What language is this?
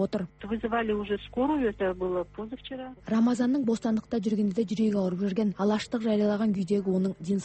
Kazakh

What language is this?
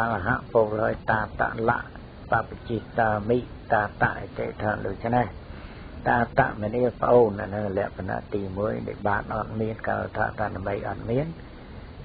Khmer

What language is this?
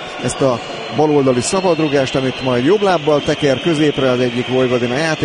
Hungarian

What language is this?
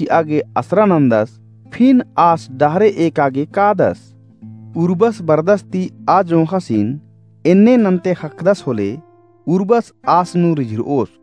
Kurukh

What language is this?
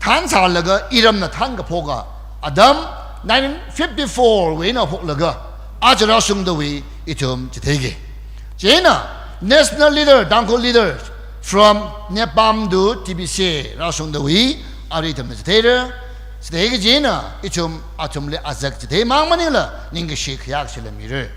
Tangkhul Naga (India)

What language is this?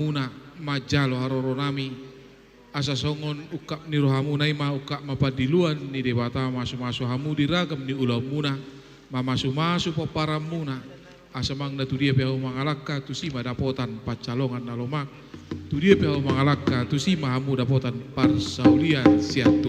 Batak Toba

